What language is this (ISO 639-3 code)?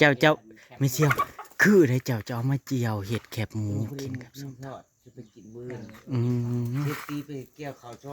tts